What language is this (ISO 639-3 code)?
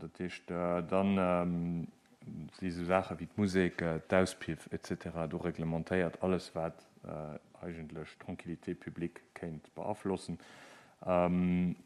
ltz